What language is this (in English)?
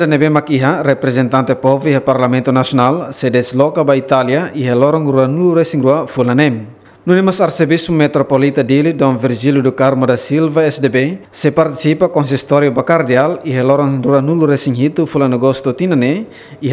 Tetum